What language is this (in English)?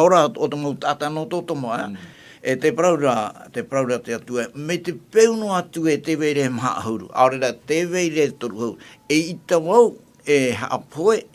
Tahitian